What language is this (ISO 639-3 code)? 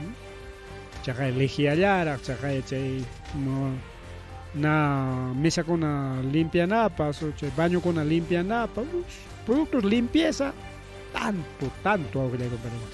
quy